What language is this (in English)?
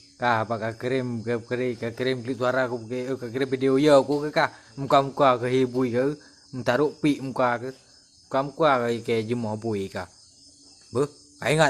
Achinese